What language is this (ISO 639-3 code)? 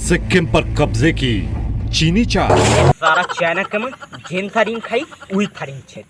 hne